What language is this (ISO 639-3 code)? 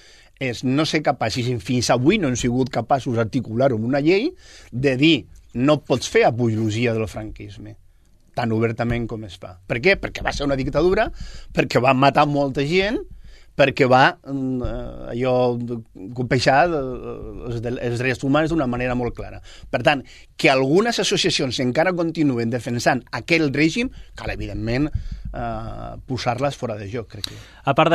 cat